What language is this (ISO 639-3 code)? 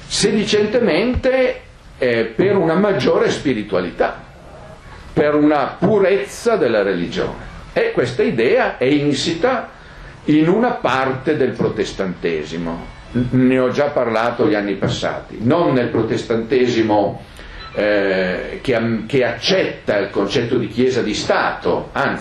ita